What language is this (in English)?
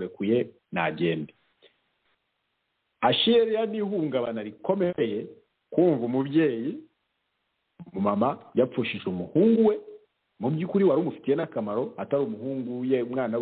Kinyarwanda